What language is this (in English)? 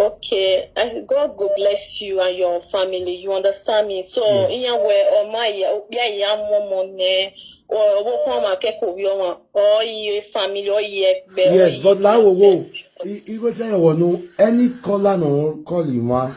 Nigerian Pidgin